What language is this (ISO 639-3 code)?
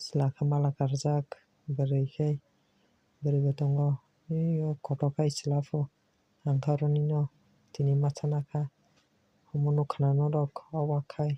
trp